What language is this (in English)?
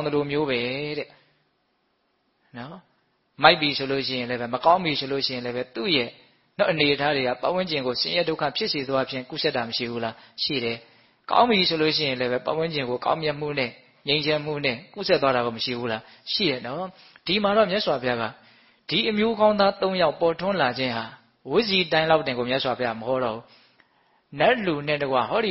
Burmese